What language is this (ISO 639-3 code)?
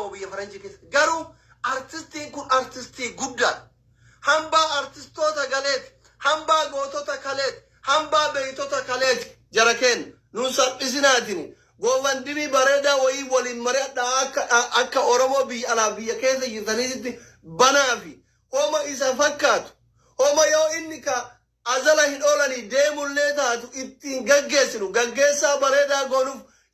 orm